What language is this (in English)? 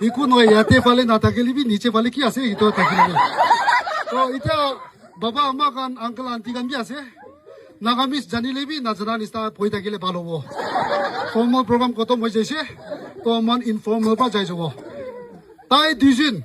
Naga Pidgin